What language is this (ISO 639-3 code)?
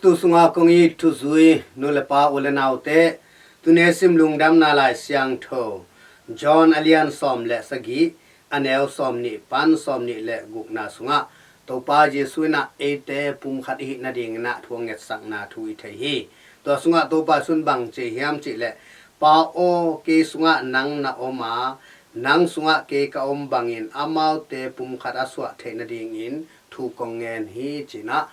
ctd